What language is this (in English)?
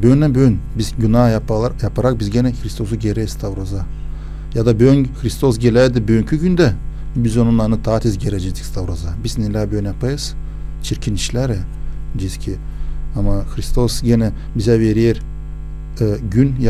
Gagauz